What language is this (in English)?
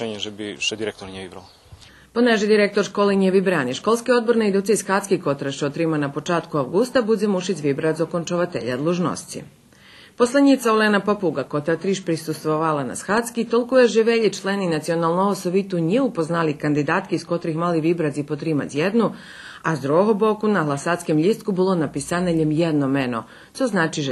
Rusyn